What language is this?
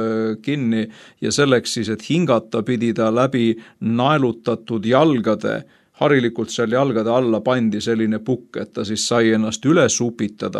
Estonian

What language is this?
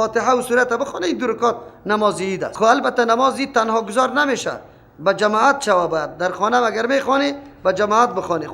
Persian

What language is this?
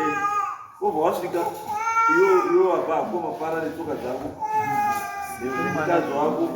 Shona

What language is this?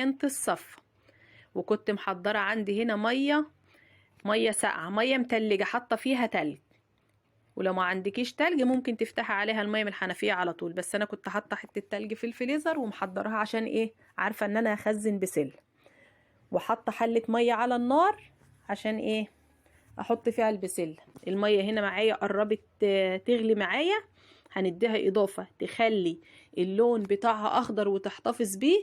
Egyptian Arabic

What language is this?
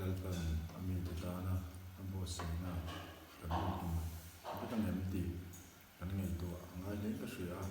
Mizo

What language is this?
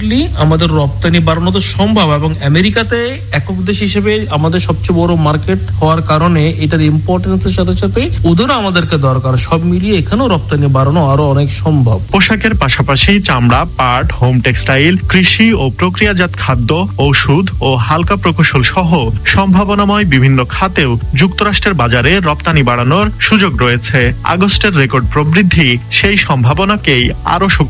Bangla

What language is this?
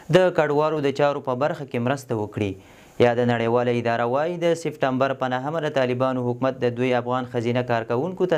Pashto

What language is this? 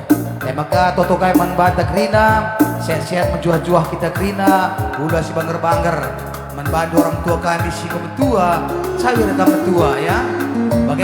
Batak Karo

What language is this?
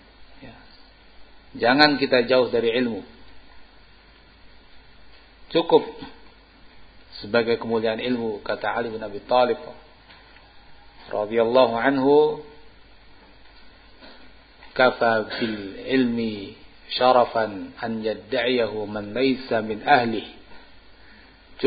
Indonesian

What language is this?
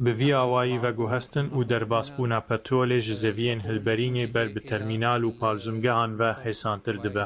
Kurdish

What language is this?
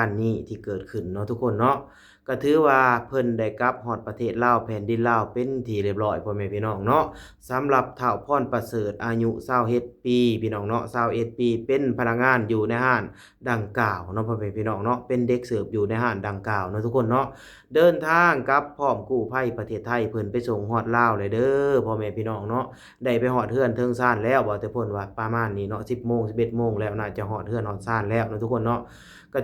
Lao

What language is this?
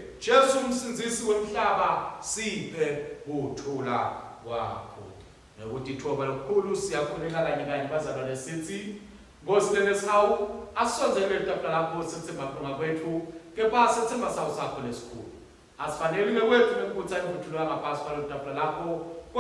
Swati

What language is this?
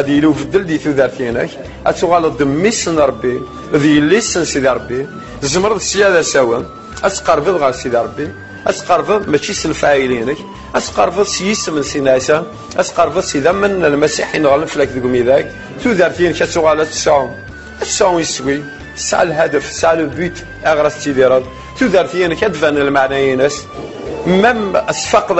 Kabyle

